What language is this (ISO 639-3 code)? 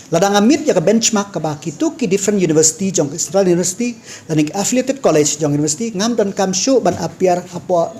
kha